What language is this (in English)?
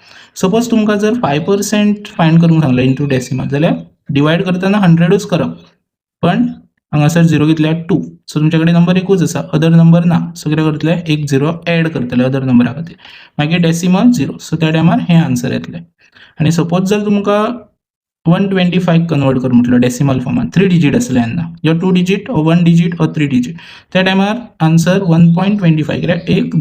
Konkani